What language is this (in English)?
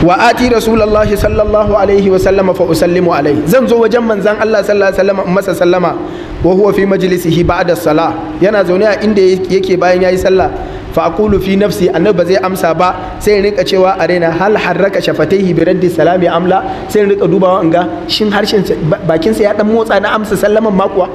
Hausa